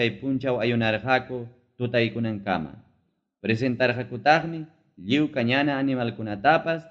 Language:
Ayacucho Quechua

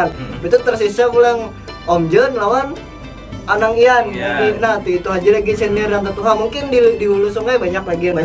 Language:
Banjar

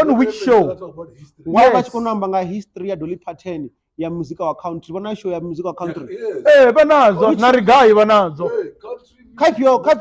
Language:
Venda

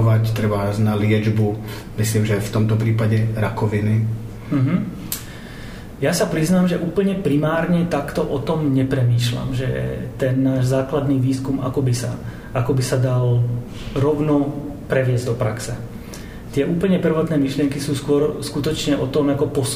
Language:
Slovak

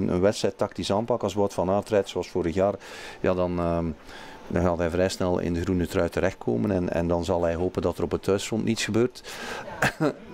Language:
Dutch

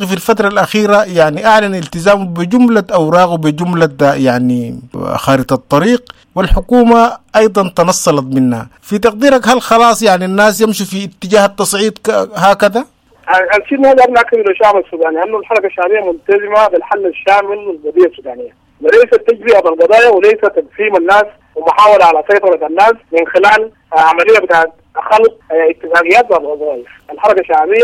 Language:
Sudanese Arabic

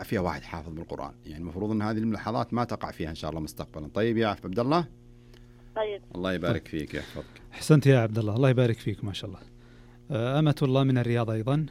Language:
Najdi Arabic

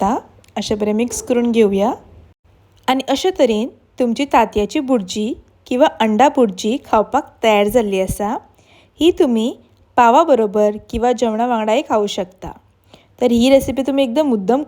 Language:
Konkani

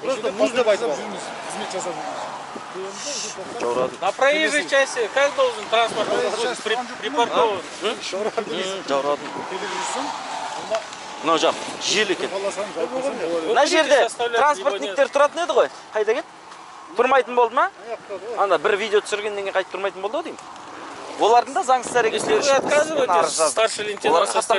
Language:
Kazakh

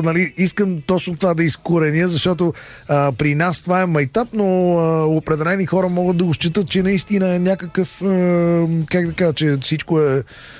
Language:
Bulgarian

